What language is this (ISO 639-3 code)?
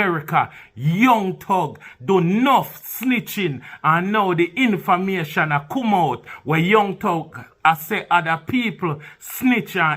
jam